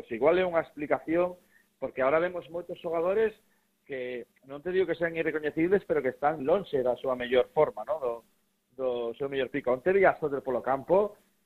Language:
Galician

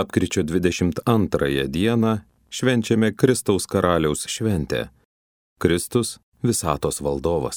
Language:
Lithuanian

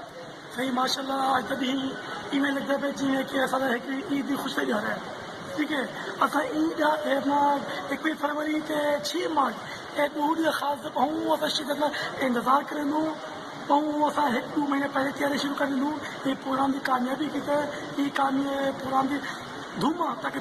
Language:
Saraiki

